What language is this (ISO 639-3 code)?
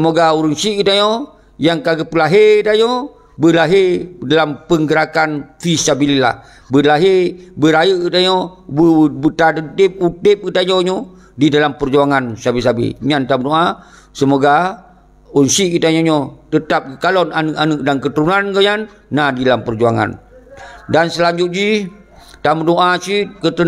ace